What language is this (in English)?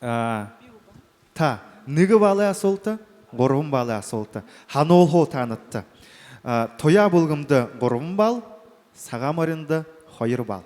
Buriat